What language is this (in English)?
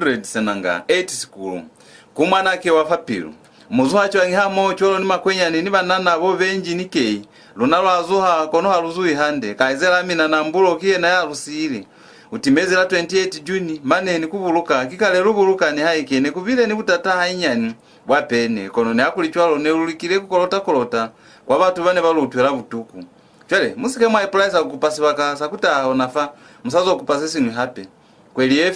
Lozi